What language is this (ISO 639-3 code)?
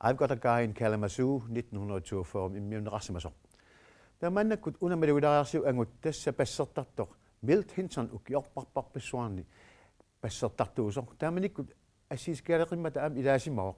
kal